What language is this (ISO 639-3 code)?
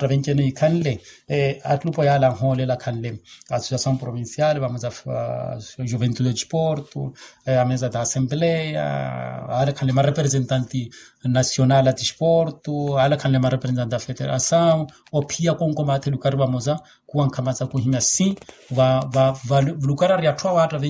vmw